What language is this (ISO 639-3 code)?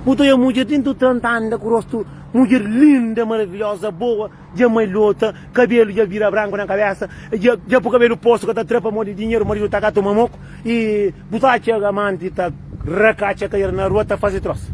kea